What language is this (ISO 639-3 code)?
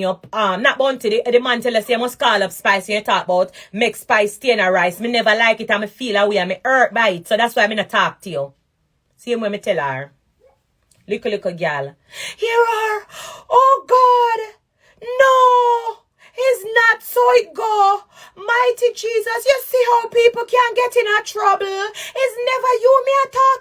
jam